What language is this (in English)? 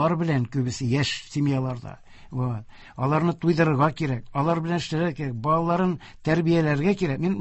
Tatar